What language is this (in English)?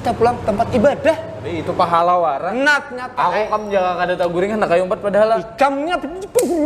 Banjar